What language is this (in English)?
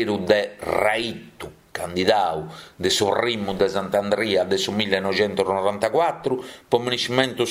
Sardinian